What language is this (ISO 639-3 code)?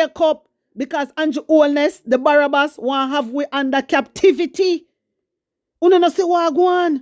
jam